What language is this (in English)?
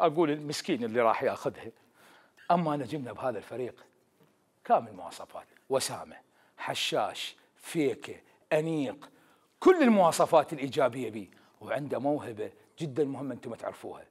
Mesopotamian Arabic